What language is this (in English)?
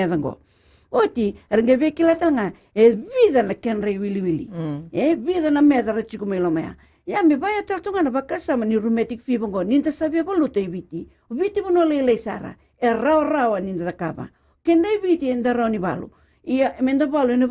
Fijian